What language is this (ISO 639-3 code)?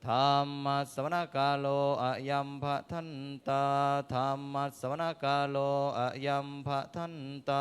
pli